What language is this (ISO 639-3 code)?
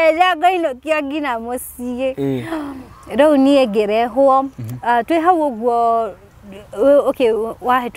kik